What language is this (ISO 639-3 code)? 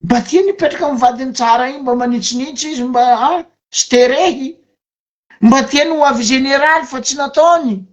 mlg